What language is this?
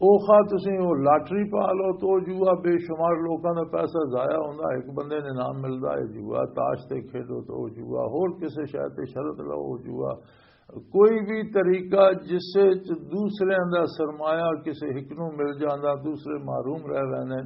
Western Panjabi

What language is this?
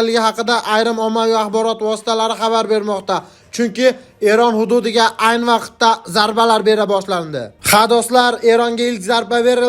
Uzbek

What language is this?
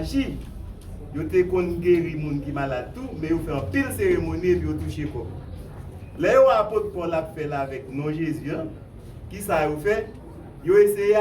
Haitian Creole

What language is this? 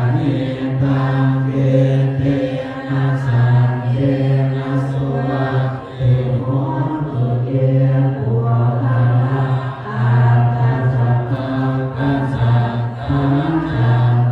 Pali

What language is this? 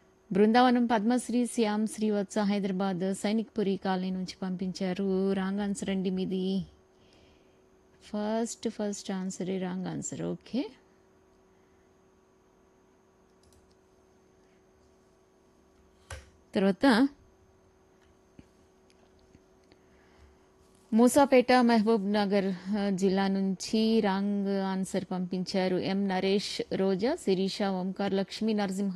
Telugu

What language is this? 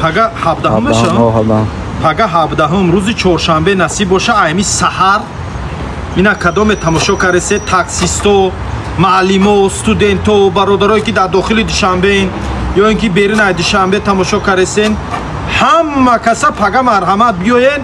Tajik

